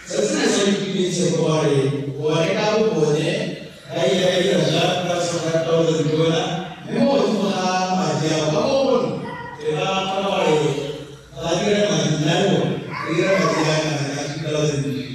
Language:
Tswana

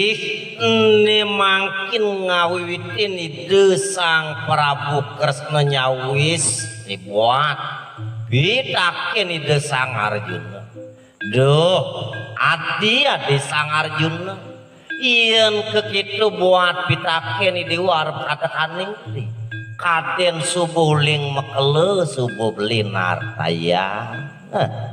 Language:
Balinese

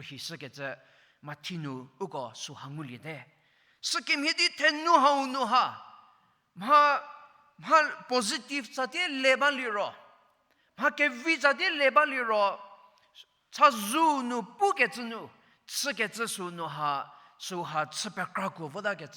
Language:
Angami Naga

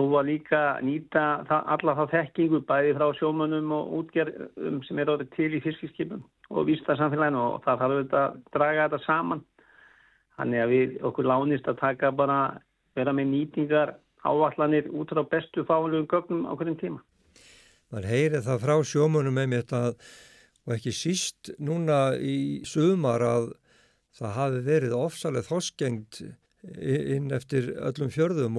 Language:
Icelandic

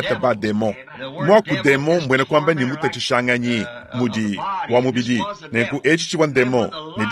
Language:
Luba-Lulua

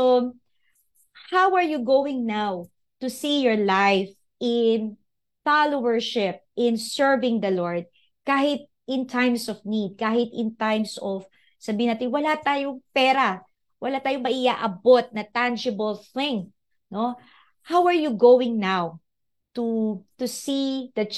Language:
Filipino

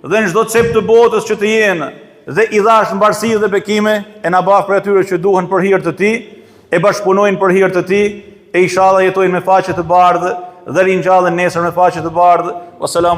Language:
Albanian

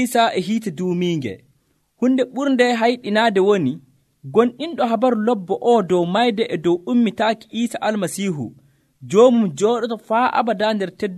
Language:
Nigerian Fulfulde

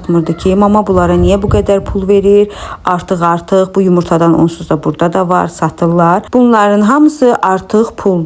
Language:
Azerbaijani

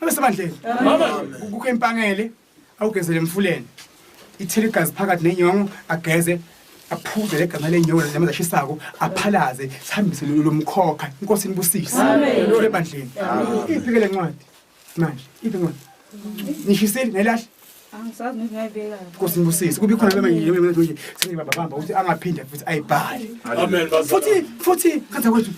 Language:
Zulu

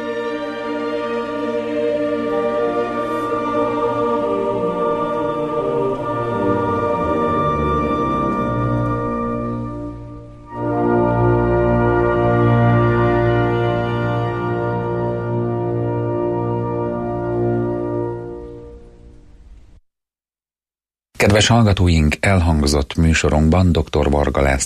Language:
Hungarian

